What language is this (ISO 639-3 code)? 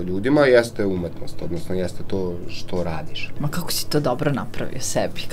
srp